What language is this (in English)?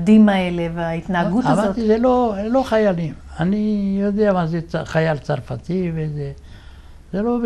Hebrew